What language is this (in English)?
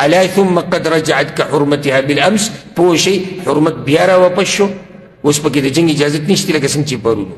Pashto